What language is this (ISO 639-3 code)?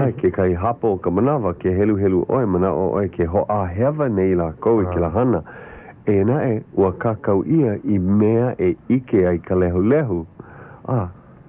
haw